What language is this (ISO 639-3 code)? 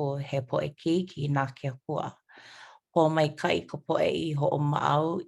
haw